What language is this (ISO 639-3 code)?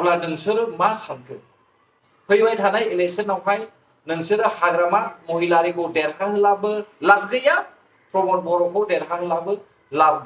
brx